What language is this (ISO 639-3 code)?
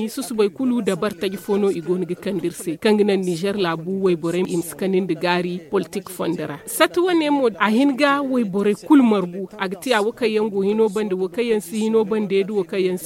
dje